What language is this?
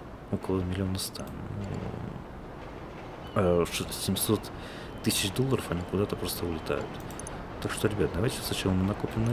Russian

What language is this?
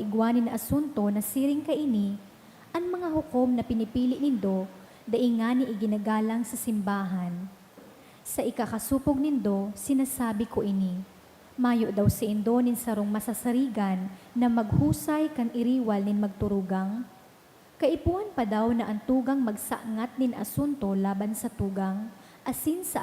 Bikol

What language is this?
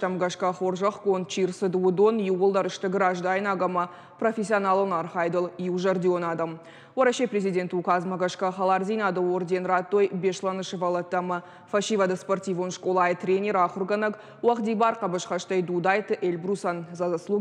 Ossetic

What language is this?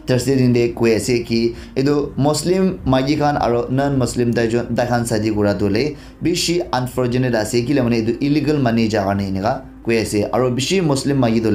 Naga Pidgin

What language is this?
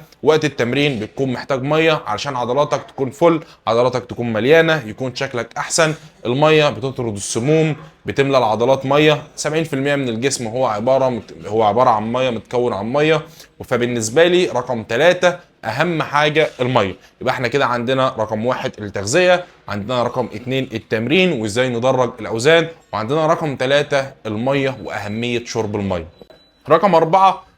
Egyptian Arabic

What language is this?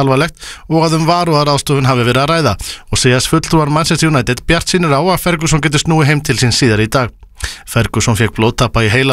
Icelandic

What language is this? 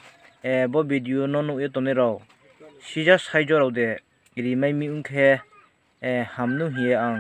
Riang (India)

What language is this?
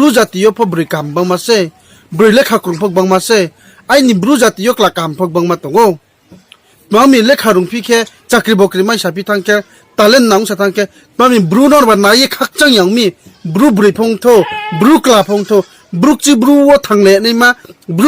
Riang (India)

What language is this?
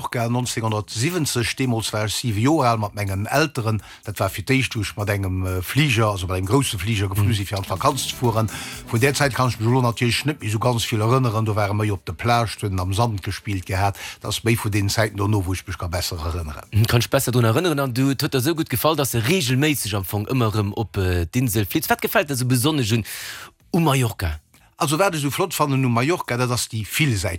Luxembourgish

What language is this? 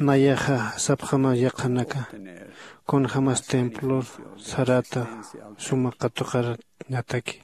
Aymara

